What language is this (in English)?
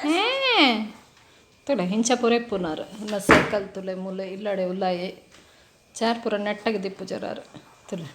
Tulu